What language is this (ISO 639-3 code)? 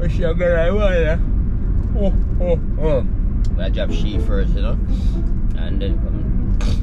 jam